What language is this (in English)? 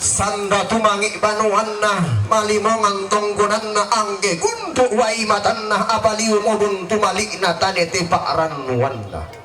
Toraja-Sa'dan